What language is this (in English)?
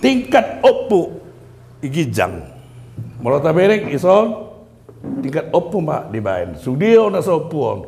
Batak Toba